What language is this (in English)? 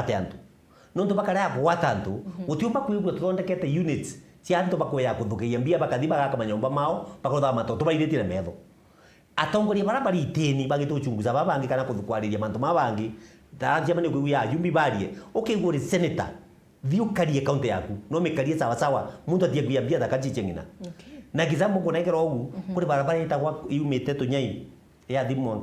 Meru